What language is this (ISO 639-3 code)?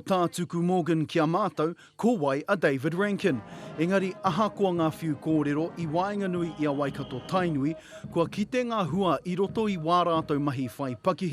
mri